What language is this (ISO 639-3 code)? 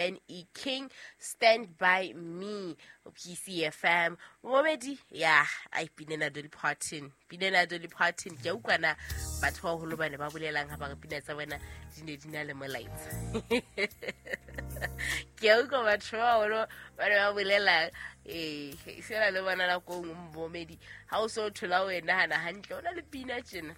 sot